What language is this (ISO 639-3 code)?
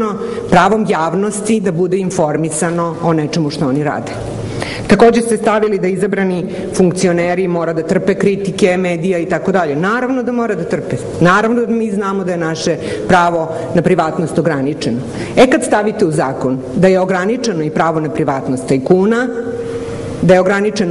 srp